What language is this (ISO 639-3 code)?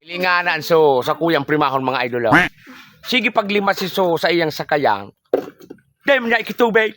bik